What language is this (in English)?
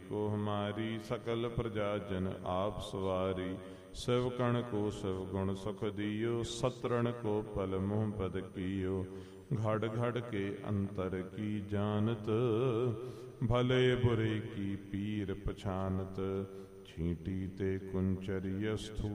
Punjabi